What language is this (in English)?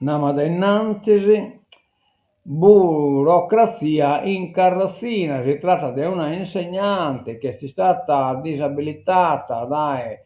Sardinian